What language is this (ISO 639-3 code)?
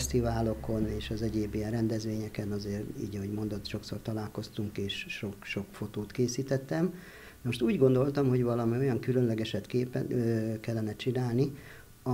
hun